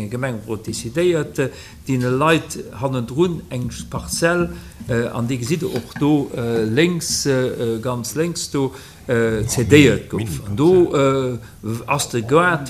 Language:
Luxembourgish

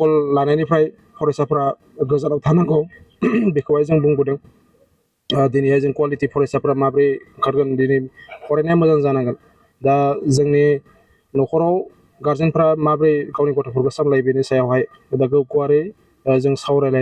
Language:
Bodo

